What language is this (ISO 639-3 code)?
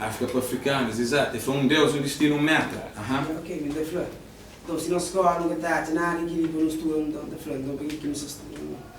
kea